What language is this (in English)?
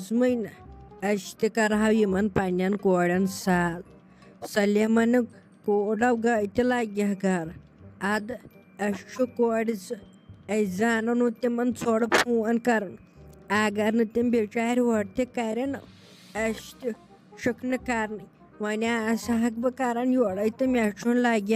Kashmiri